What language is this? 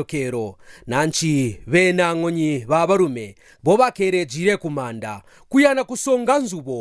Kaonde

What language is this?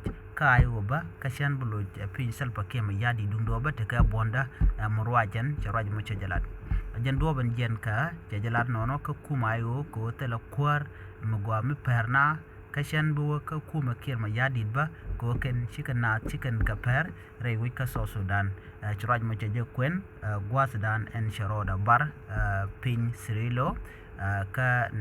Nuer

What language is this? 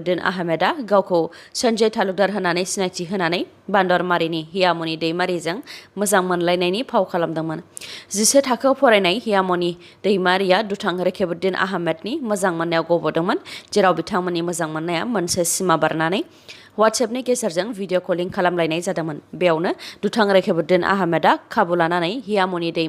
Bodo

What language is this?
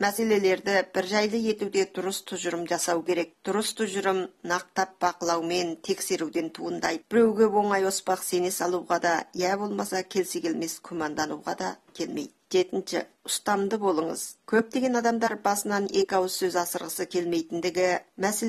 Kazakh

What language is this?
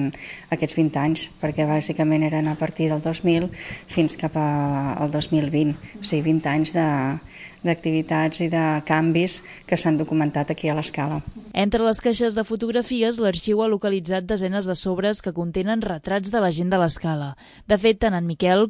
Catalan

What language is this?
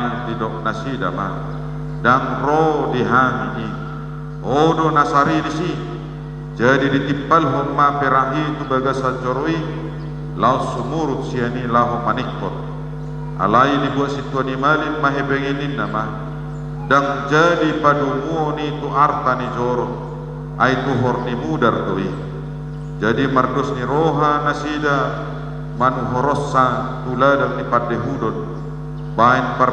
Batak Toba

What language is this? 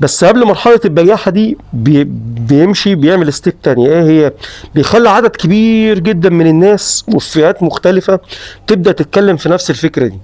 Egyptian Arabic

